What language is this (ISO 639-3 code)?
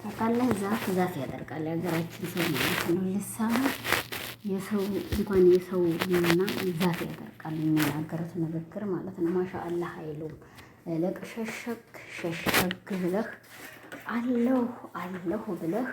amh